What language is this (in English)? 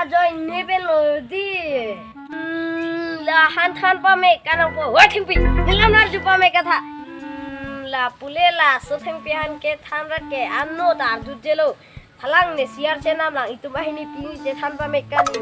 Karbi